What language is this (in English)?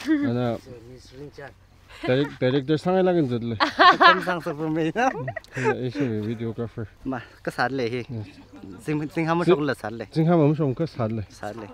Tangkhul Naga (India)